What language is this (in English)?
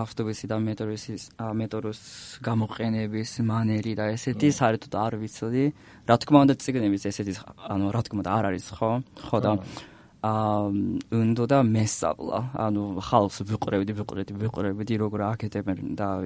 Georgian